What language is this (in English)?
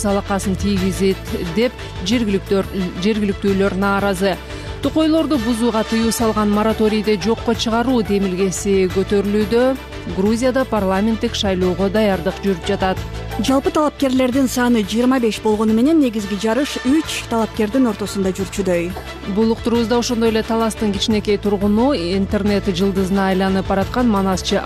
Kyrgyz